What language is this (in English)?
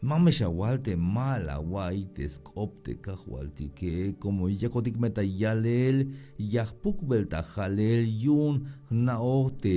Tzeltal